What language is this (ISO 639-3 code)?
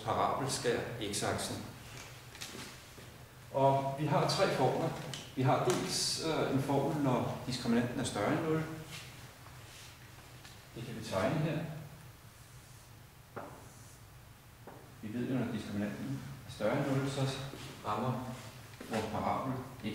dan